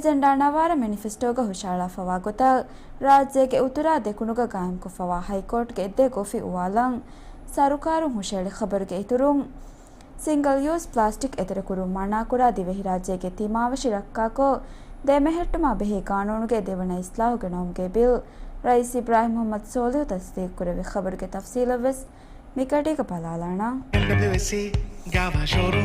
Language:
Divehi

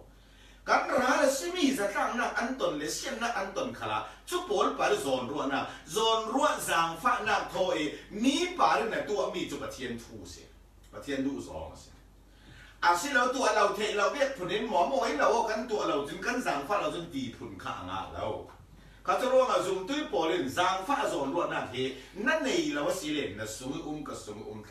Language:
Falam Chin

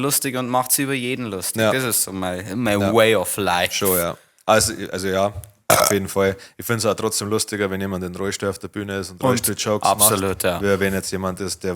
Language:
Bavarian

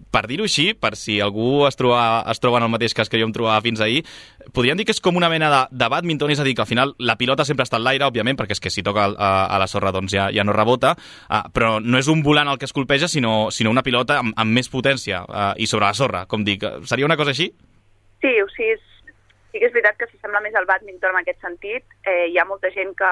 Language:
Catalan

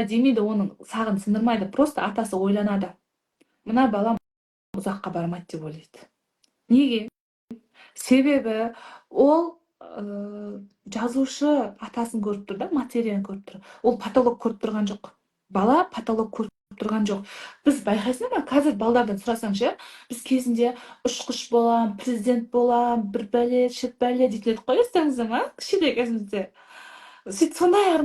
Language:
Kazakh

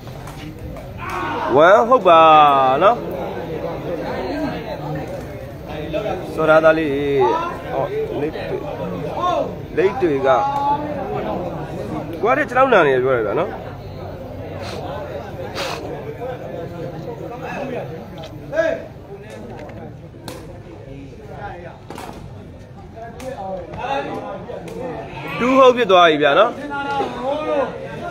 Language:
Burmese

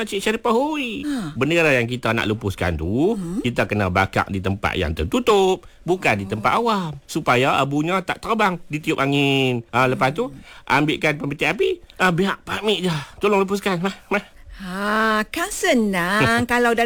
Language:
Malay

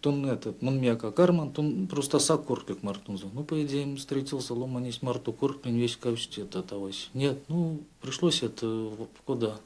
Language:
Erzya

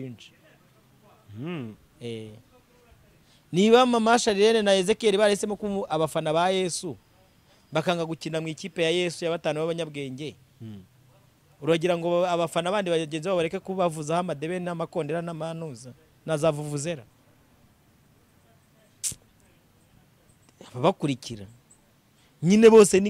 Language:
Kinyarwanda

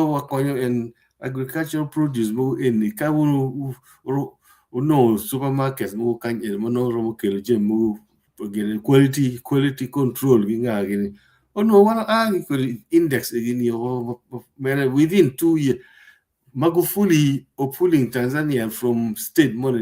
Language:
Acoli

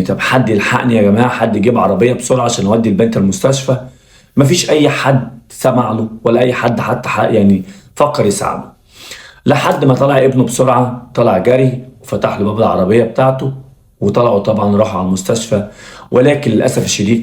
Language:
Egyptian Arabic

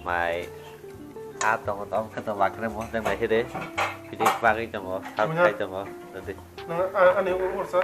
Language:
Kok Borok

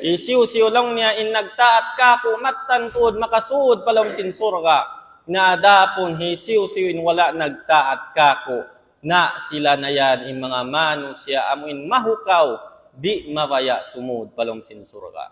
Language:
Tausug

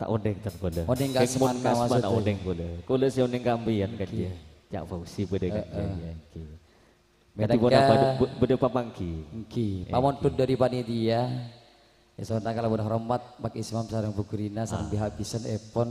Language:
Madurese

